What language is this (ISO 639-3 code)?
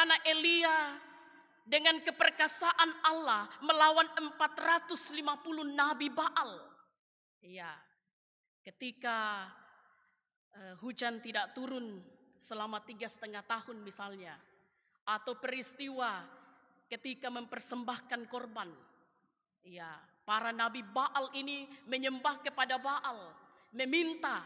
ind